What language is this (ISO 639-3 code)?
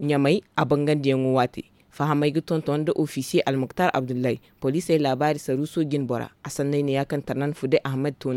dje